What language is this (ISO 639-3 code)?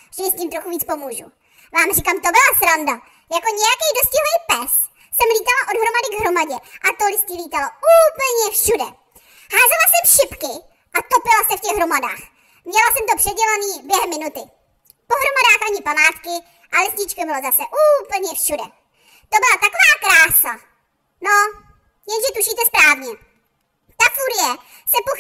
ces